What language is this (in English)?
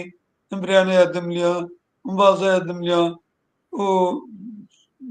Zaza